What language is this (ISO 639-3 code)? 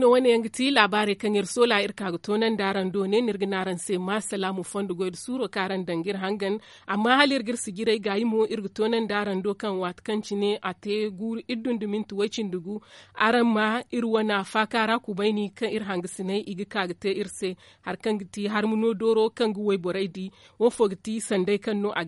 dje